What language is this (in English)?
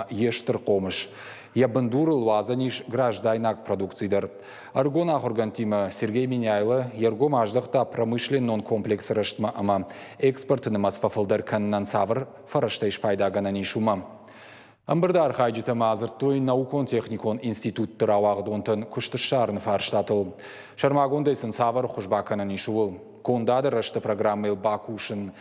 Ossetic